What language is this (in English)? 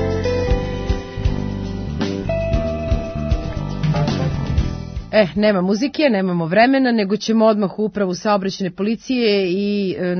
Serbian